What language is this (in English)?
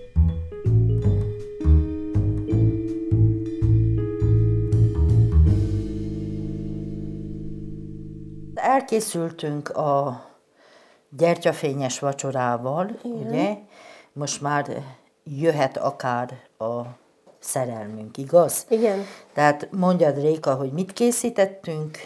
Hungarian